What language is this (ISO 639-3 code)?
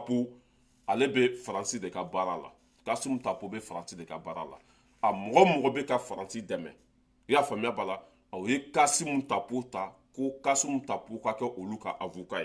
bam